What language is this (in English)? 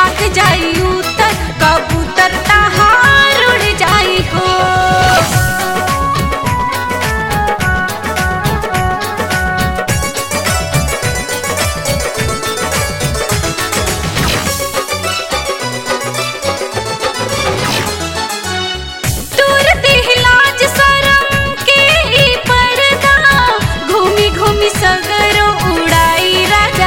Bhojpuri